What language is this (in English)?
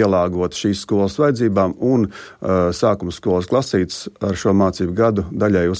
Latvian